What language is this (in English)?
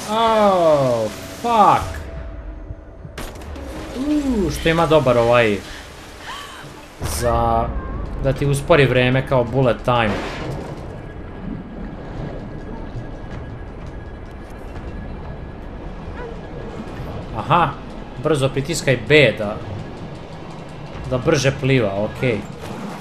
Serbian